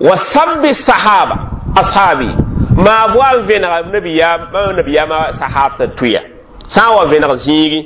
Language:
Mossi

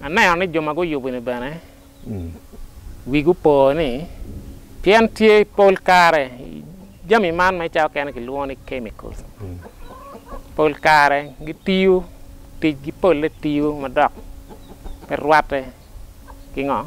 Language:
Acoli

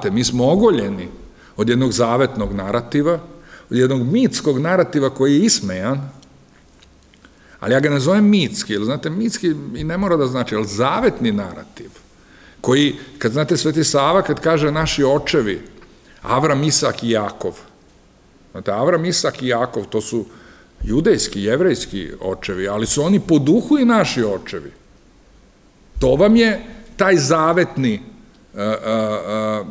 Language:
Serbian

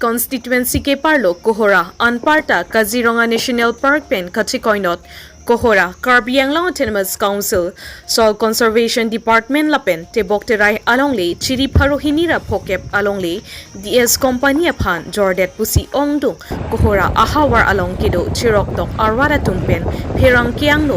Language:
Karbi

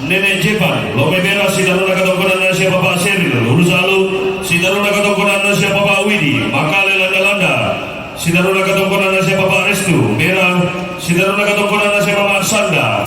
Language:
Toraja-Sa'dan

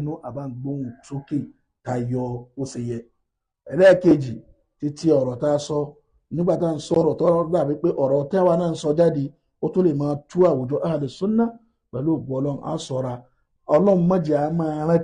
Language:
Yoruba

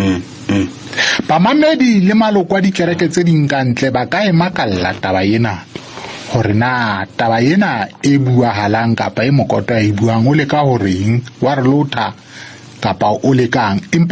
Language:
Southern Sotho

